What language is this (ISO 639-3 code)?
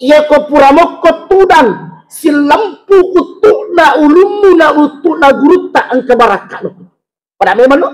bug